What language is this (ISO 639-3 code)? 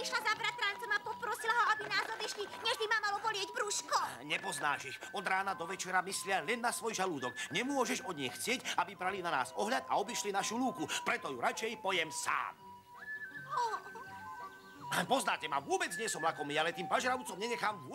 slk